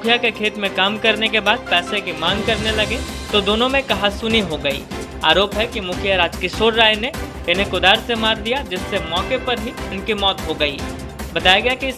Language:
Hindi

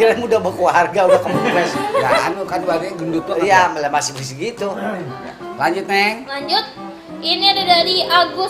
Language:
Betawi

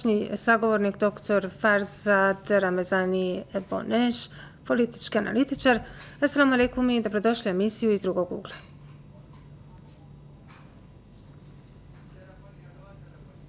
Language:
Bosnian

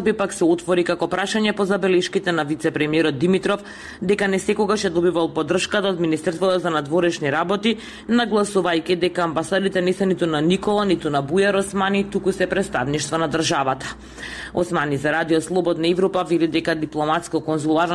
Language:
Macedonian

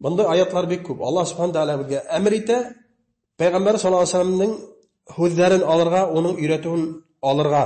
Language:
Bashkir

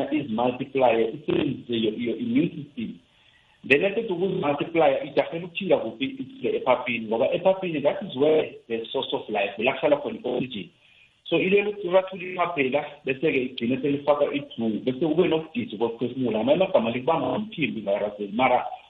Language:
South Ndebele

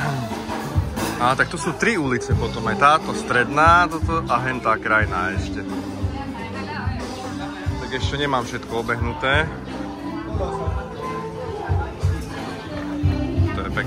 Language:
Slovak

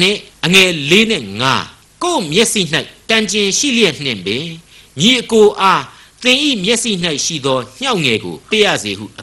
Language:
Burmese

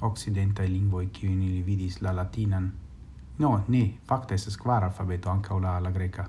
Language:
Esperanto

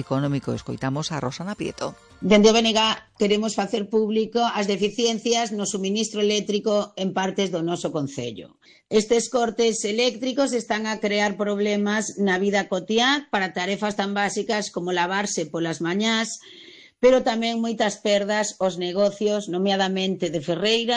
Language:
Galician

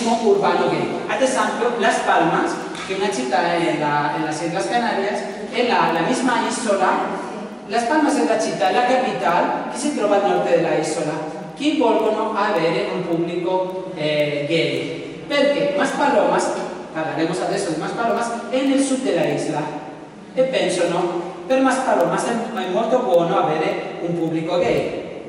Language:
Italian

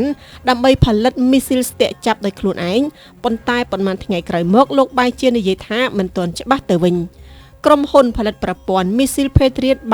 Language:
Khmer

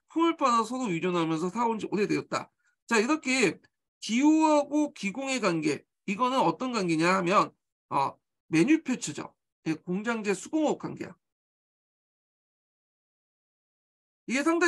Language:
Korean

